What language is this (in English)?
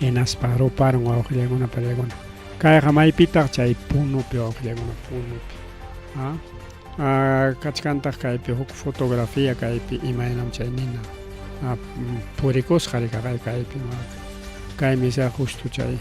Ayacucho Quechua